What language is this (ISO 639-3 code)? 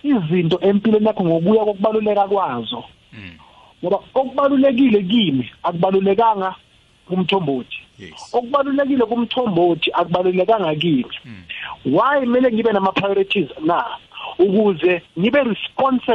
nbl